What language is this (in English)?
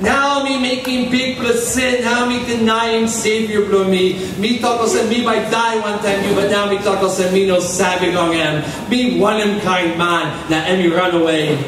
Tok Pisin